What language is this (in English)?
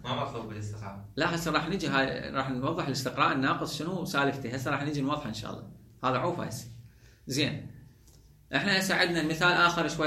Mesopotamian Arabic